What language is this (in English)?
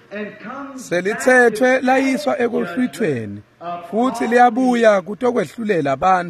Swati